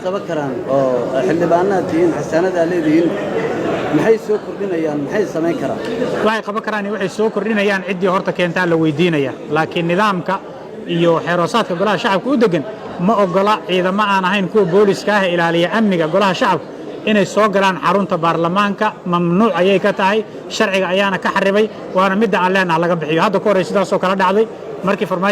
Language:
Somali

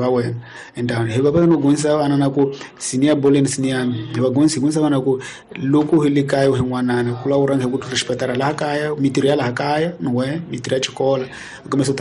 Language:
Tsonga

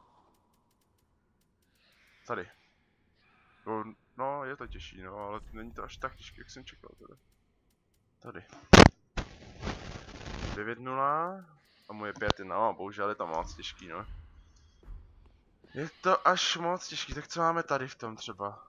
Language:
Czech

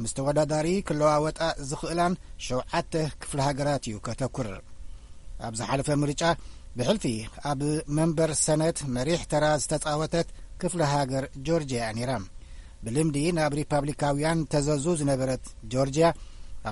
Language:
Tigrinya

